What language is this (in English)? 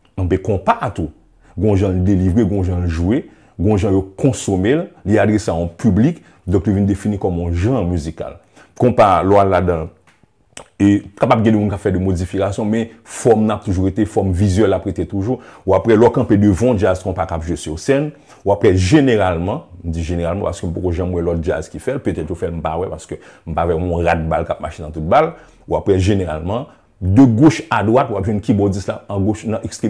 Haitian Creole